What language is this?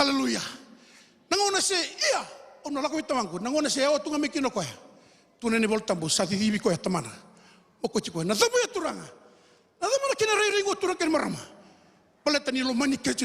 Fijian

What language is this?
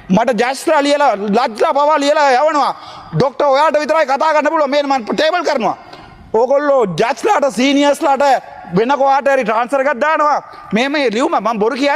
Sinhala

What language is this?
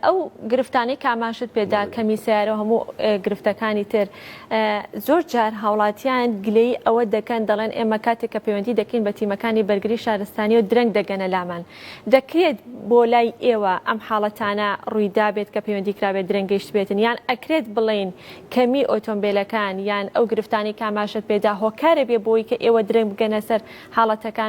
Central Kurdish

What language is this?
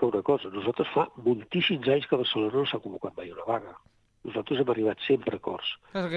Catalan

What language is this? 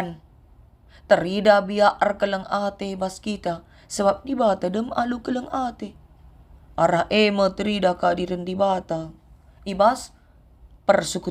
Batak Karo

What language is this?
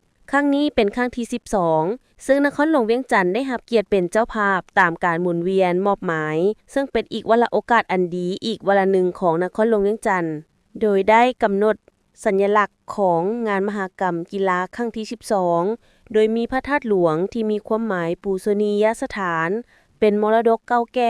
Lao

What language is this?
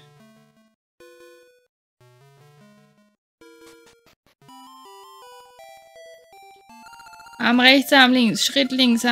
German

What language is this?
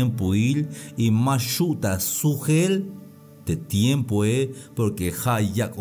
Tzeltal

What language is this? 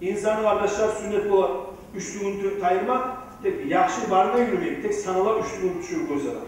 Kumyk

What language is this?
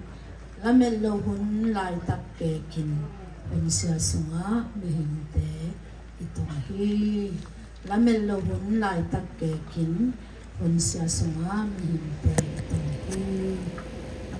Tedim Chin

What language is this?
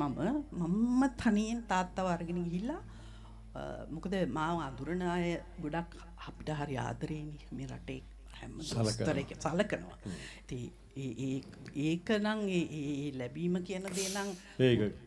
Sinhala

